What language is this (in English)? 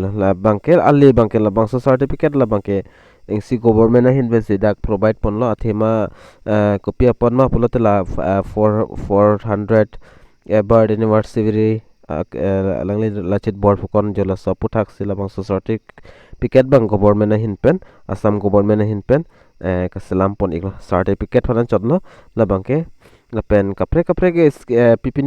Karbi